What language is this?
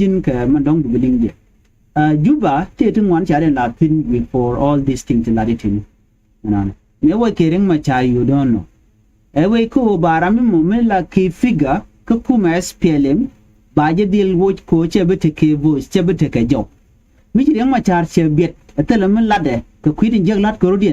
Nuer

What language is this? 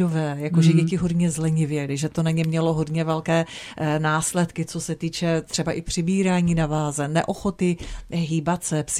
Czech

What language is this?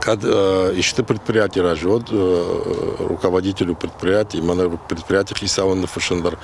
Ossetic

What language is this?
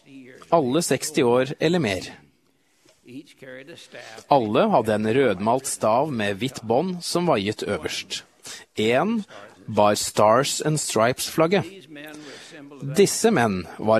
Norwegian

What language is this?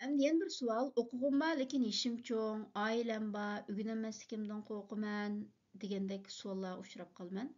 Uyghur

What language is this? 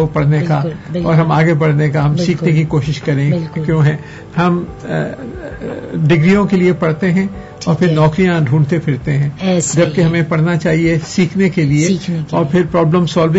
Urdu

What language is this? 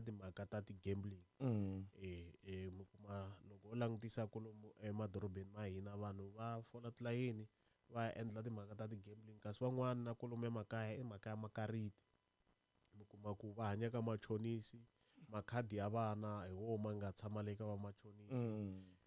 Tsonga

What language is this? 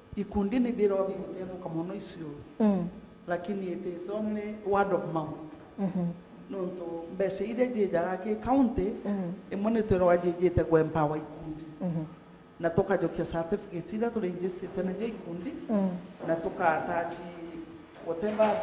Meru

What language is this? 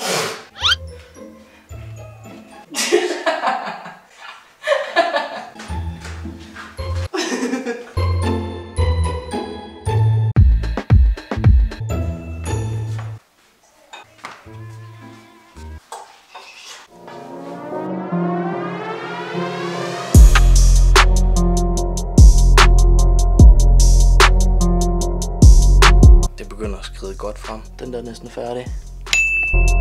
Danish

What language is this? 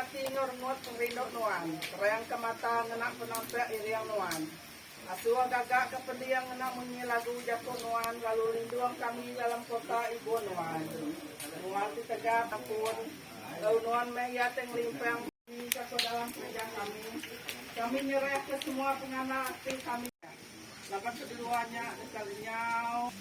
Iban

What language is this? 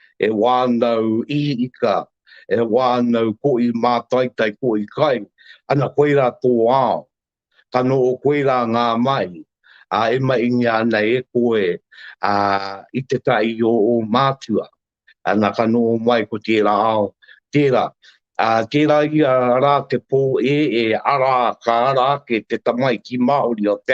Māori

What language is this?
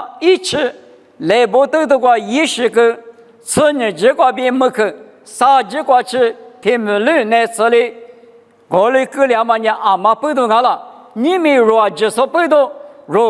Lisu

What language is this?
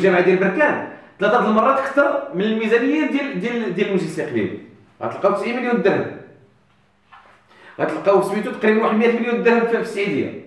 Moroccan Arabic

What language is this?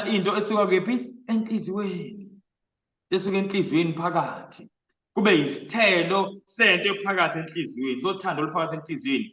Zulu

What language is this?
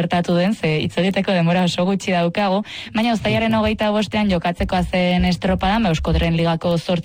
Basque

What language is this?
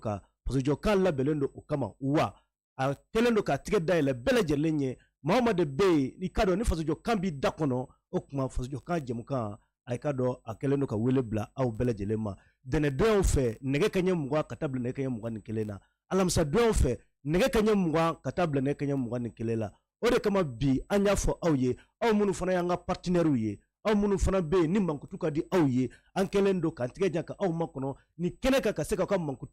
Bambara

